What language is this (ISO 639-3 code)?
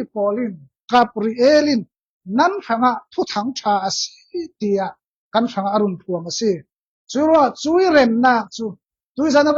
cfm